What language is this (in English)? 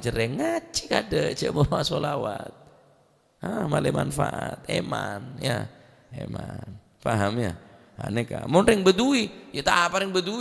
Madurese